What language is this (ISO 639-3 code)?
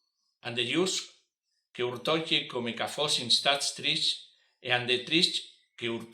fur